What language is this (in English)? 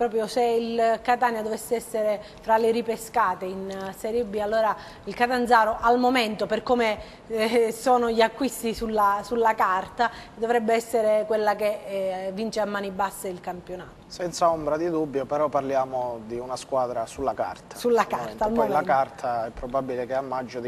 Italian